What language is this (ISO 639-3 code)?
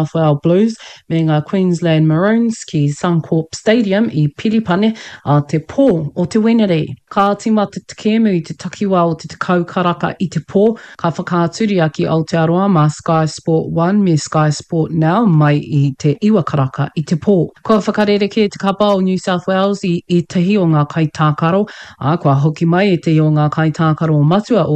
mri